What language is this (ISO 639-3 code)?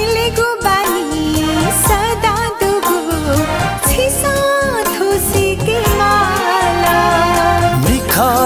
new